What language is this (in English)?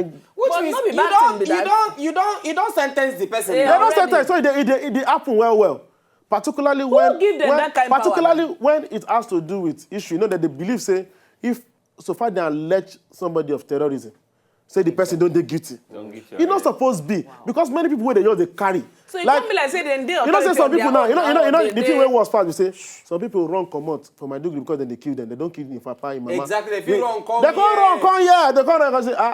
Nigerian Pidgin